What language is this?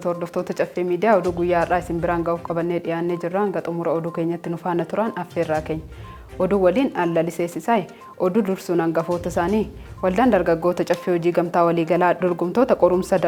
Oromo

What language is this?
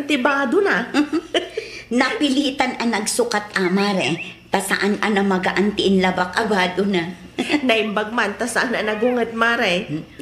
Iloko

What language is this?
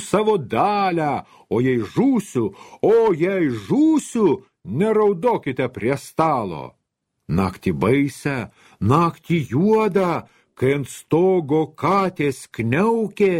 Lithuanian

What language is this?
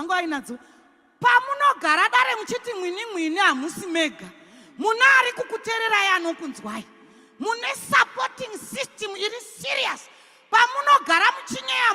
Shona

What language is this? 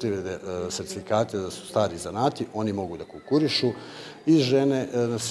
Serbian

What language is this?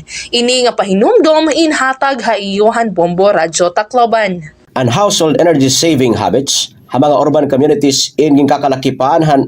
Waray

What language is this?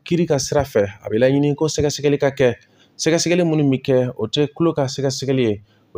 Bambara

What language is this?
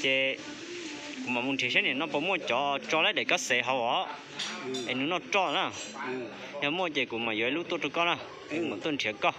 Hmong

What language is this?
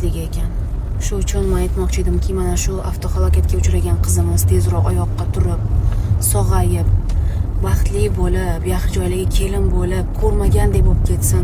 Uzbek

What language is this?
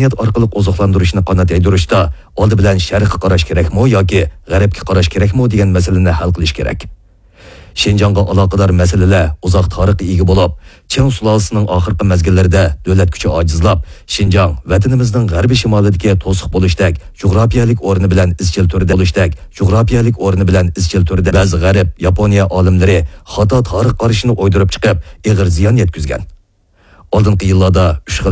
Uyghur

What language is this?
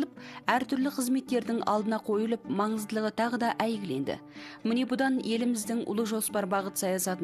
Kazakh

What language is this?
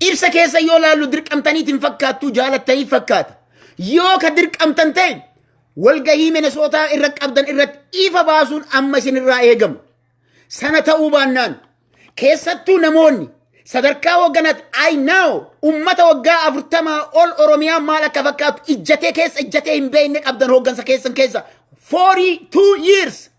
Oromo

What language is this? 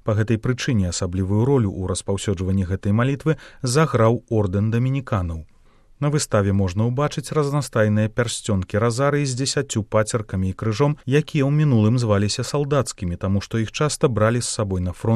Belarusian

